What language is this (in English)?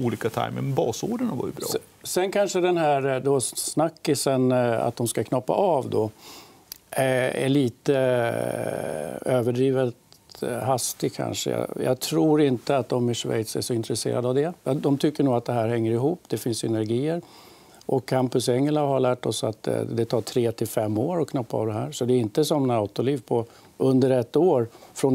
Swedish